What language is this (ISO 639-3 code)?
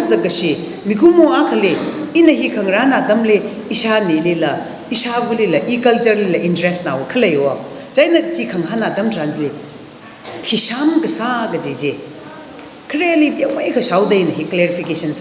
nmf